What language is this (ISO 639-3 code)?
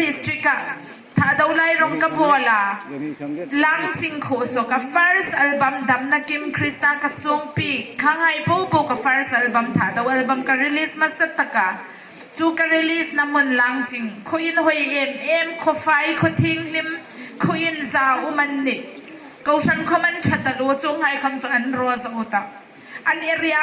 hmr